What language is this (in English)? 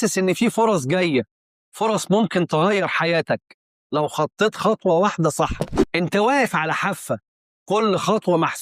Egyptian Arabic